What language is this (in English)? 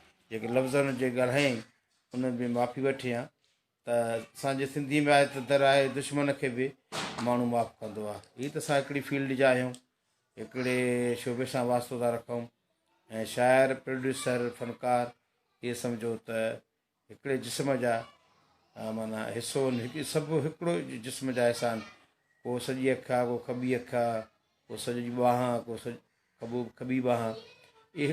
Sindhi